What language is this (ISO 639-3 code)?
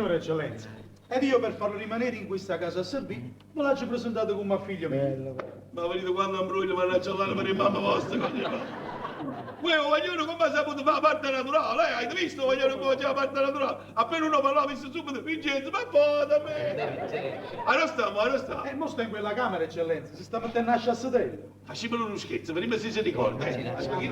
nap